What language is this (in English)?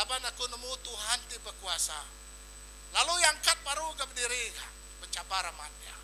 Iban